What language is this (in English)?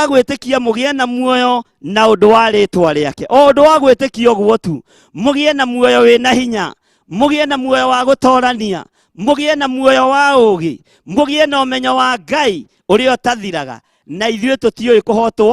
Kikuyu